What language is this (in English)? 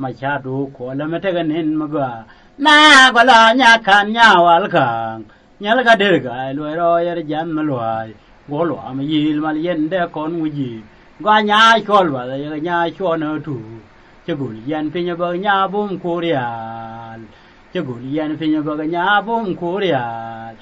Nuer